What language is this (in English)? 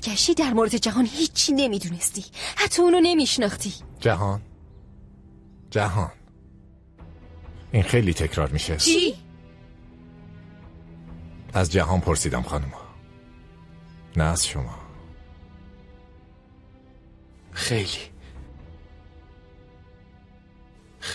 Persian